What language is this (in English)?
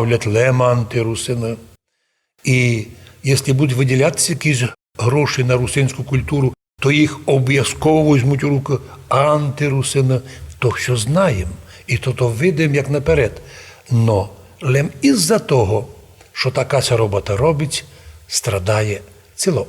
Rusyn